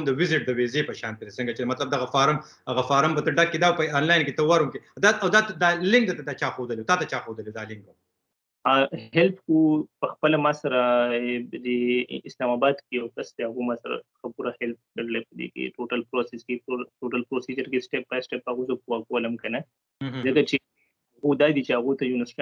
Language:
Pashto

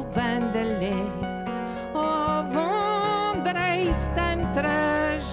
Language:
Breton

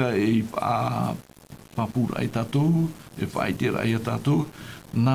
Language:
Tahitian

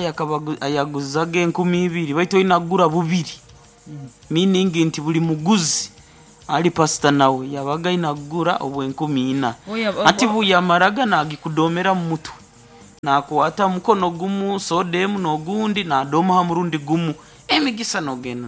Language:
Nyoro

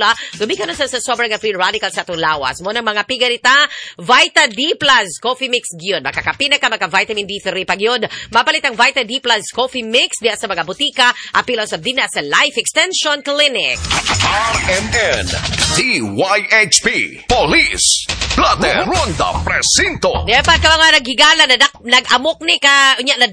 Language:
Cebuano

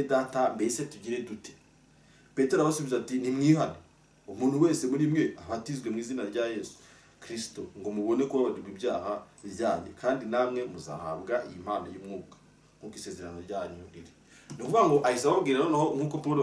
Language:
Kinyarwanda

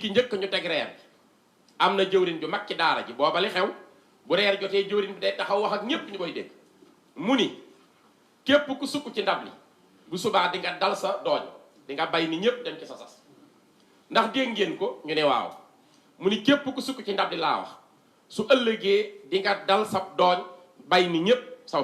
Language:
Wolof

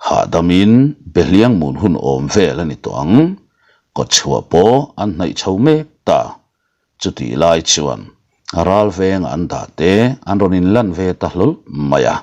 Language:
Mizo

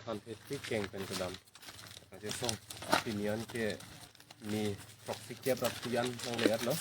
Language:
Karbi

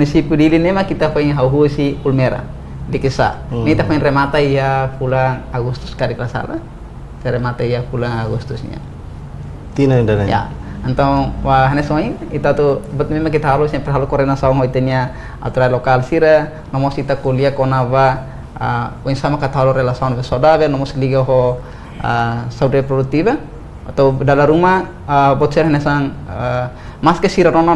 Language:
Tetum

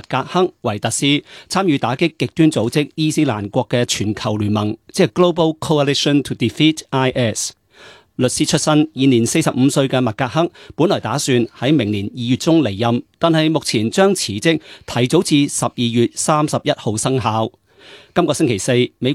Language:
Cantonese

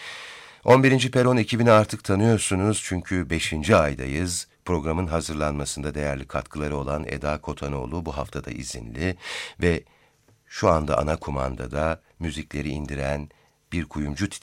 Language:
Turkish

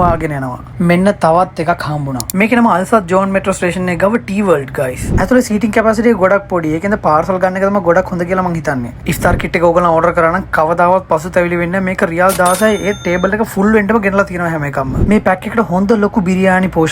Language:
Sinhala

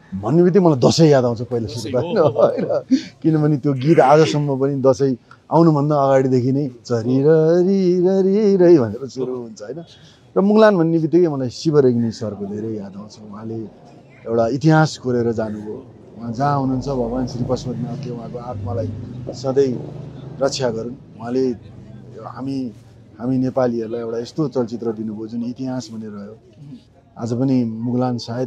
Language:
Nepali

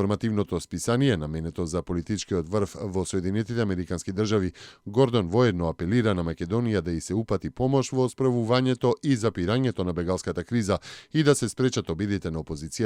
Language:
Macedonian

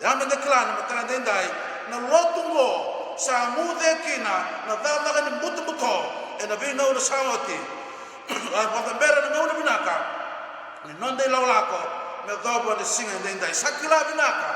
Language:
Fijian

